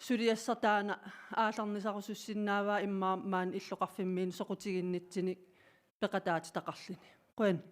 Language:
Kalaallisut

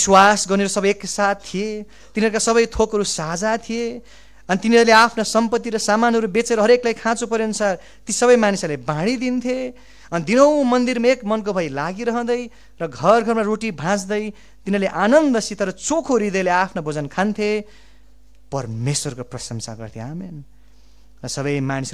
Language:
Nepali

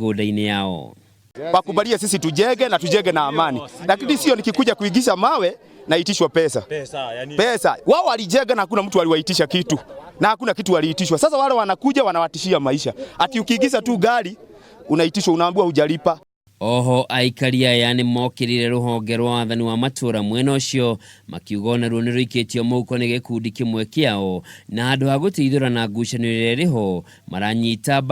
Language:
Kikuyu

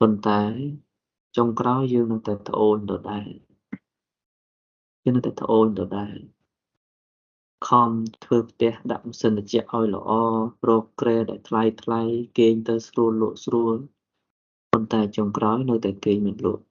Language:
Khmer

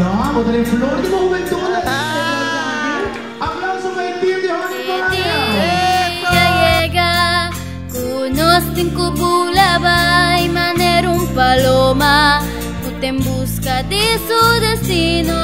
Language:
Papiamento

